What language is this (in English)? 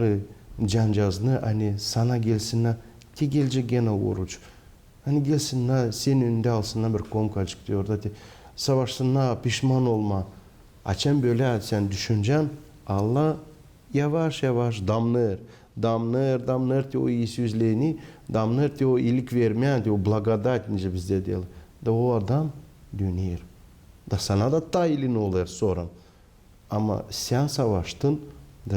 Gagauz